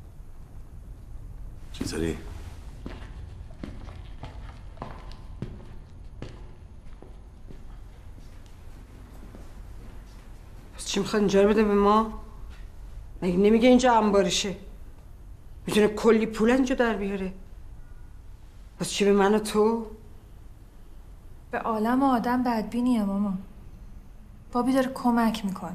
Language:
Persian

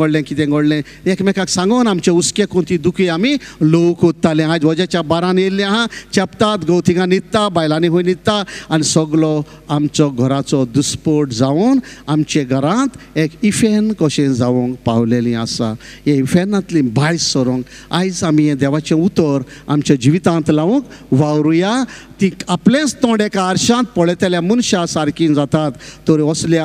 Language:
Konkani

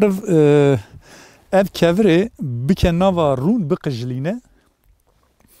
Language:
Kurdish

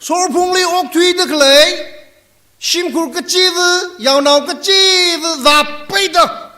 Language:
Tangkhul Naga (India)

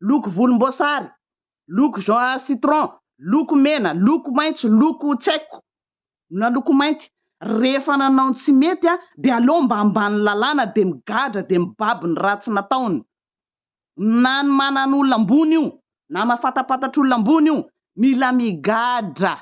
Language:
Malagasy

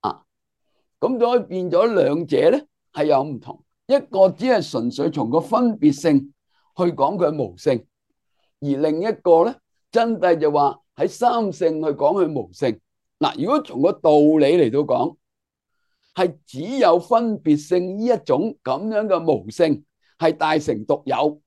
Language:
Cantonese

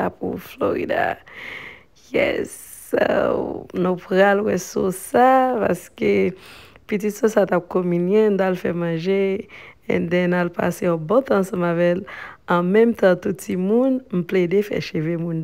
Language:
Haitian Creole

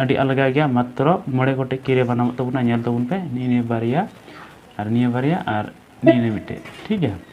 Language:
Santali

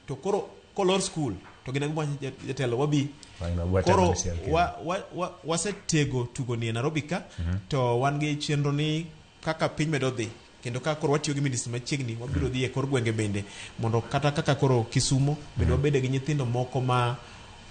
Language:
Luo (Kenya and Tanzania)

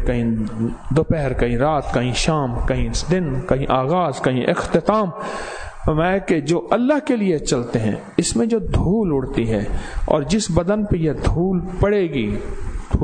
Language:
Urdu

